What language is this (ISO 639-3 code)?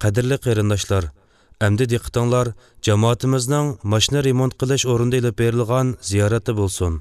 uig